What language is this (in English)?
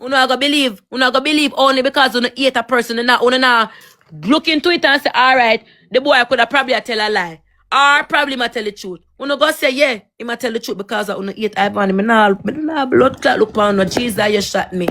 Jamaican Creole English